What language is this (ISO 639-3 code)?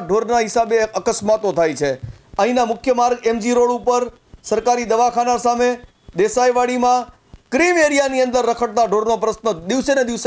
guj